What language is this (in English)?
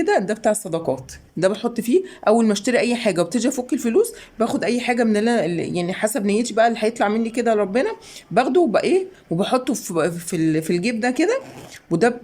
Egyptian Arabic